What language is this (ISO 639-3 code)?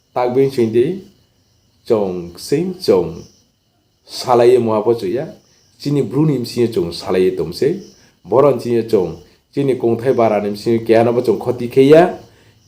ria